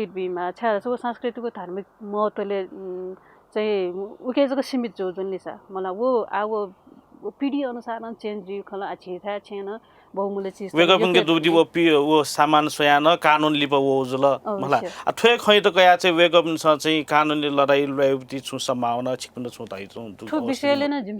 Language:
Newari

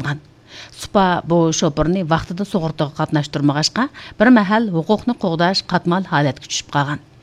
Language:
Uyghur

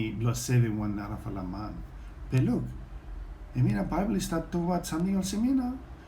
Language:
Bislama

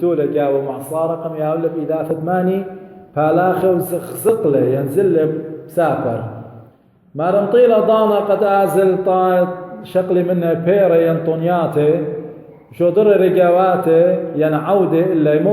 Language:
Assyrian Neo-Aramaic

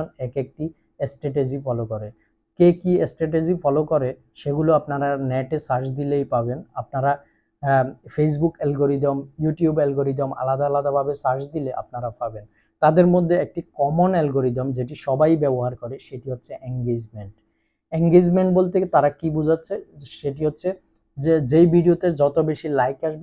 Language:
Bangla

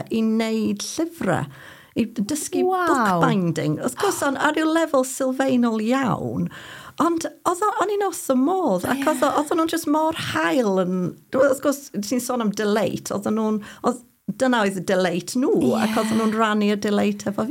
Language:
Welsh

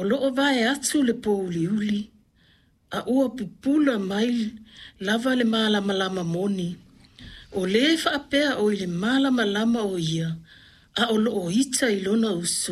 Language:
Samoan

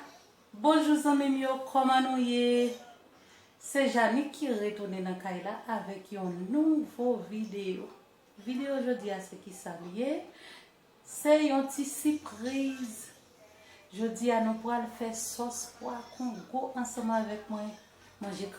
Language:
Haitian Creole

